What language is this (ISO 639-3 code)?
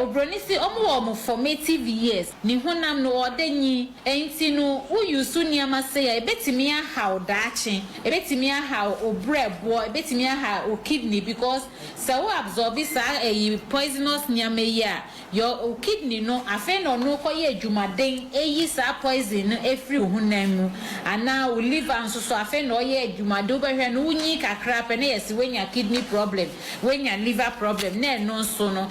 aka